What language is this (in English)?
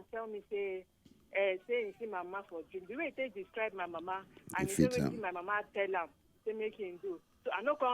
Nigerian Pidgin